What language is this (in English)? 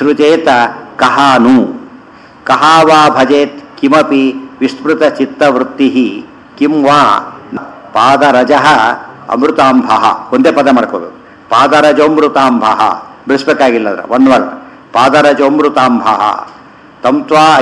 Kannada